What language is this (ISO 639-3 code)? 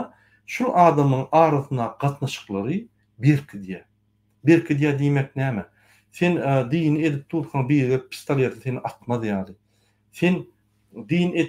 tuk